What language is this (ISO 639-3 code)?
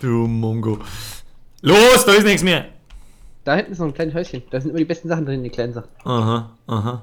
bar